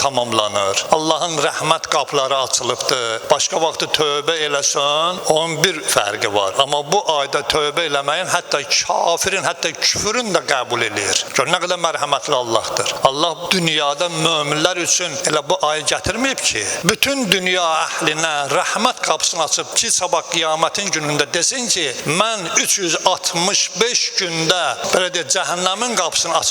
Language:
Azerbaijani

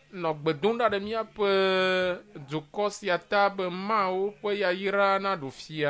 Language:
Ewe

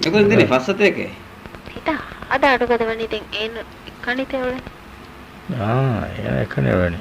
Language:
Divehi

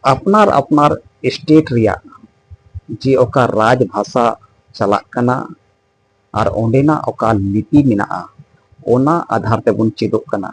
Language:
Santali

